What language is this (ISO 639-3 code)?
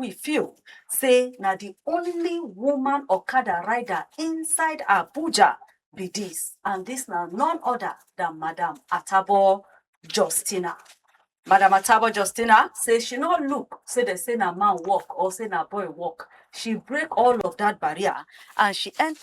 pcm